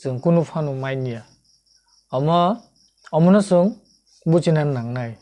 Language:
Kok Borok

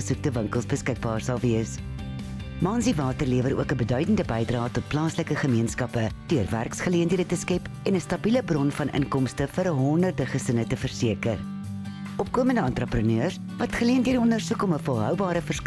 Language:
Afrikaans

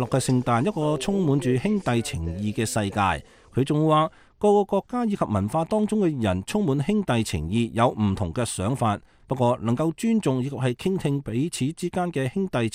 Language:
Cantonese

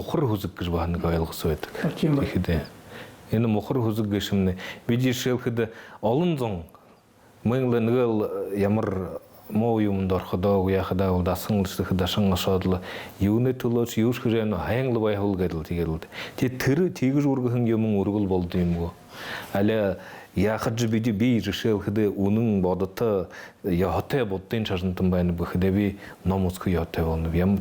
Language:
Buriat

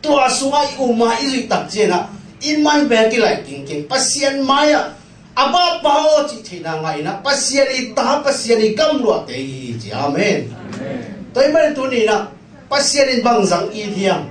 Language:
Tedim Chin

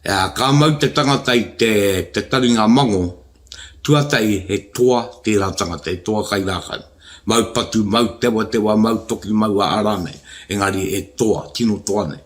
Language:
Māori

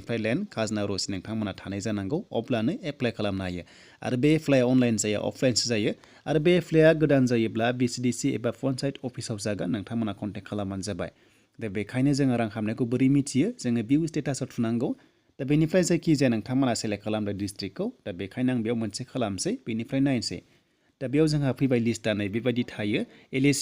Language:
Bodo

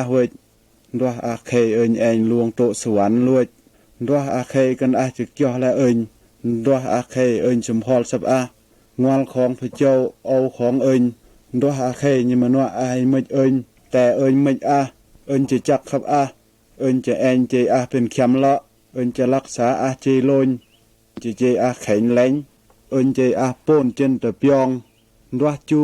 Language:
Mal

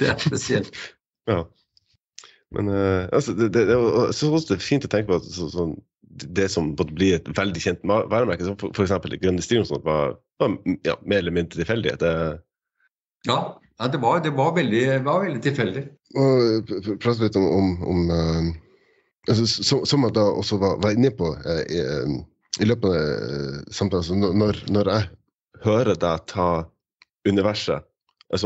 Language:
Norwegian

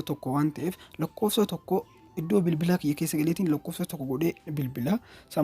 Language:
Oromo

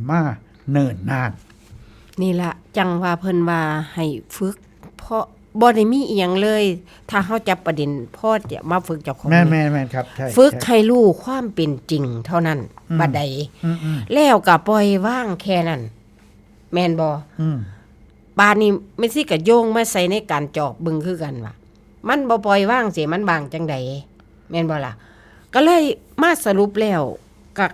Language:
Northeastern Thai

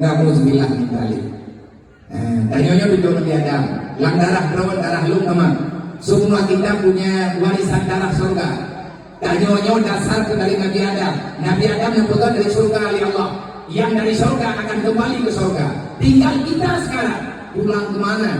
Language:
Achinese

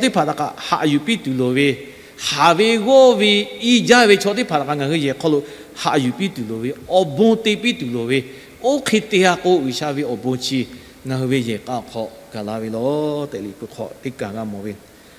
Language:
Lahu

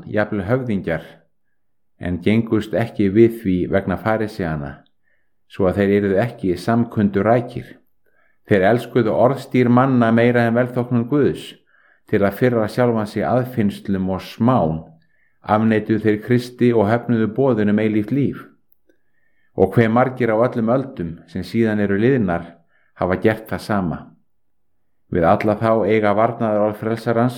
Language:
Icelandic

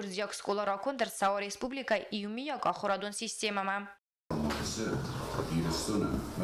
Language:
Ossetic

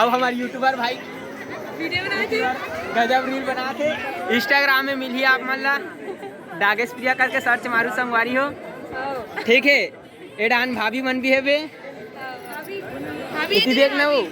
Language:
Chhattisgarhi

